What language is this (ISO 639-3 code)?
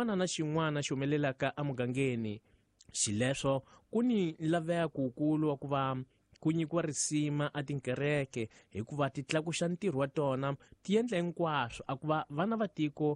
tso